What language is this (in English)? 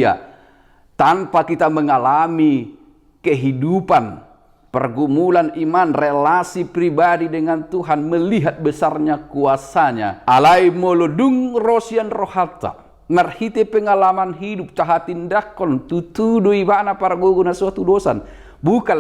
Batak Toba